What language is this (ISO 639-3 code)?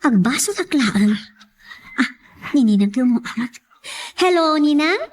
ilo